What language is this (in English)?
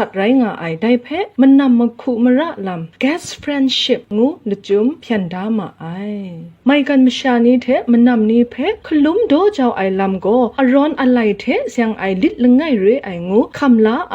Kachin